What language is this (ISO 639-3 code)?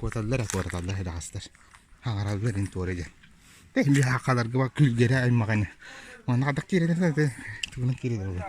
sah